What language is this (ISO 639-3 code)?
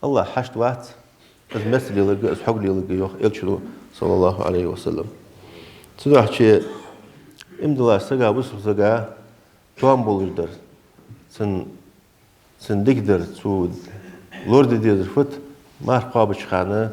inh